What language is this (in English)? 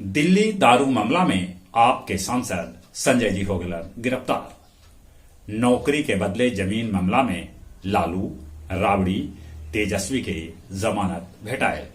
Magahi